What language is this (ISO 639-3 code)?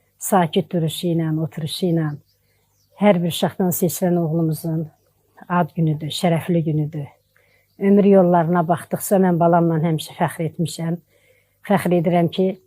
aze